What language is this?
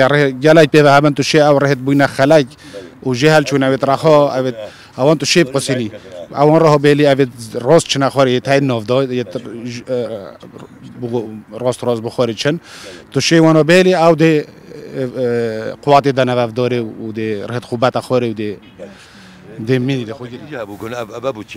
Kurdish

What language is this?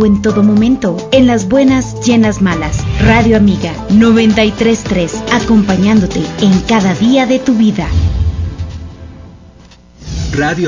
Spanish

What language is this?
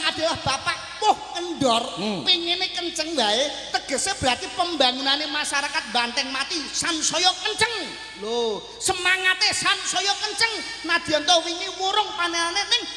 Javanese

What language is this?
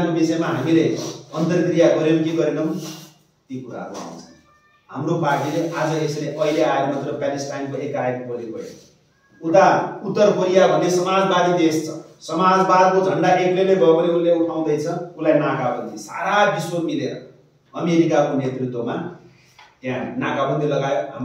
Nepali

